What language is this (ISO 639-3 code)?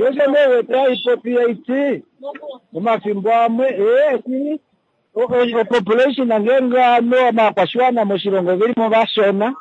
kua